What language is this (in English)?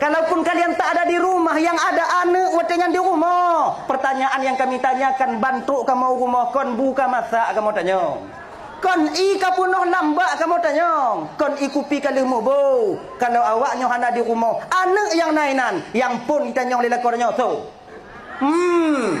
Achinese